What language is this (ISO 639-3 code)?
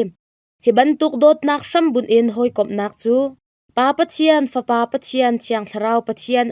cnh